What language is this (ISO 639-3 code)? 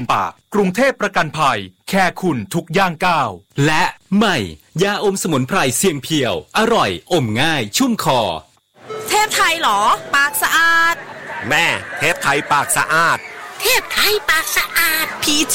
tha